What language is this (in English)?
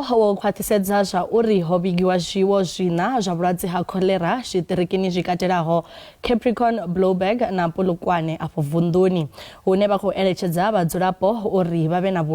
Venda